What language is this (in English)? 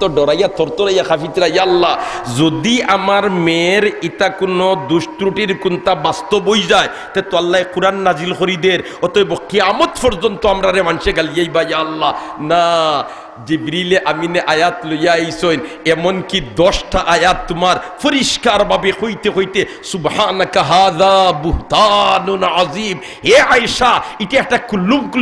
Sylheti